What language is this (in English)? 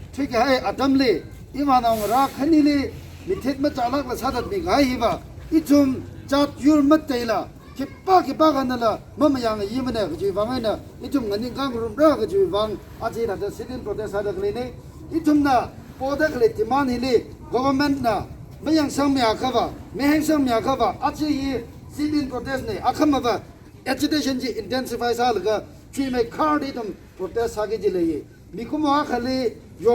Tangkhul Naga (India)